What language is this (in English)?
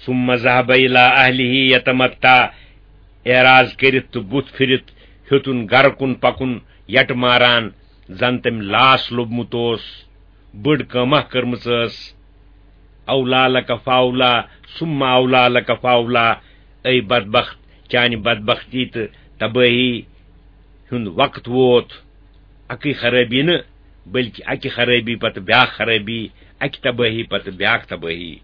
Kashmiri